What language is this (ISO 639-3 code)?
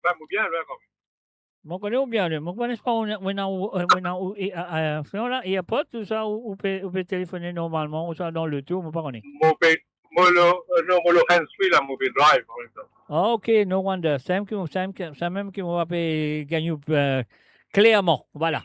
mfe